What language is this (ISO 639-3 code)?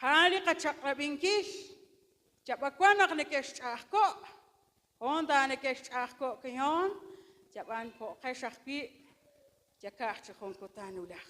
kek